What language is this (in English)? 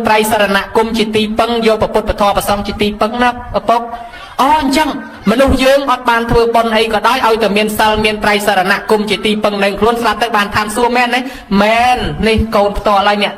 Khmer